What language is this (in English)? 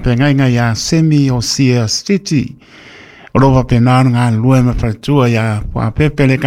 Samoan